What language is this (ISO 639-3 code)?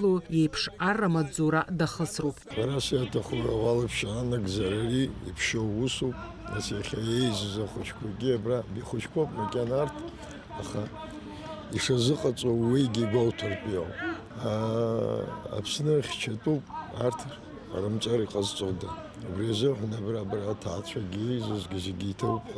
abk